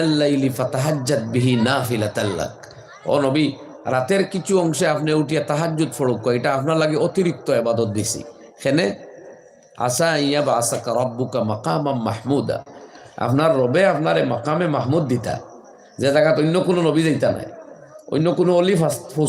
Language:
Sylheti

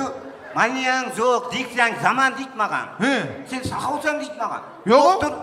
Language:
Kara-Kalpak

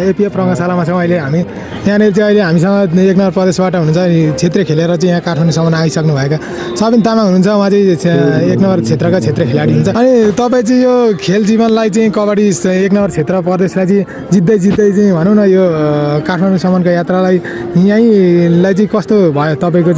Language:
Nepali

